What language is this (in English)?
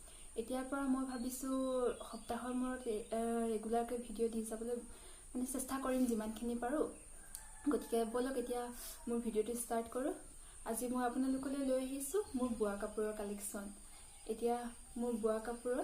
Assamese